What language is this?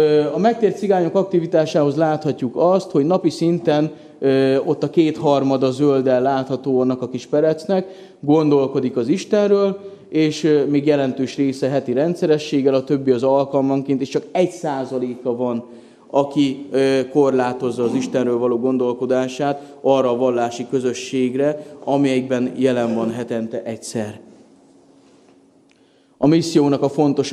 Hungarian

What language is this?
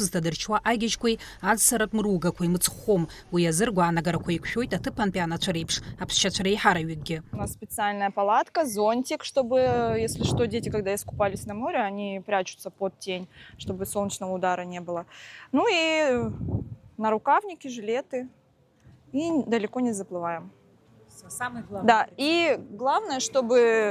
Abkhazian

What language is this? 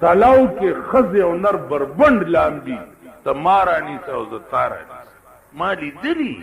Pashto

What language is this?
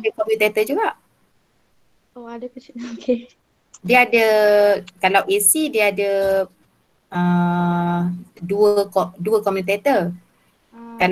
Malay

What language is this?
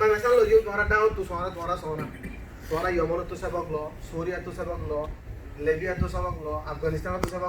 Rohingya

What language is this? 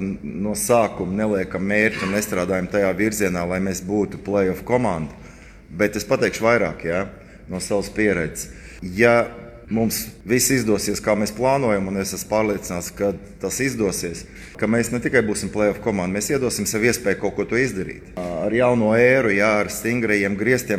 Latvian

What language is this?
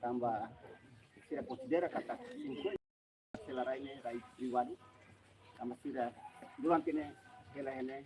Tetum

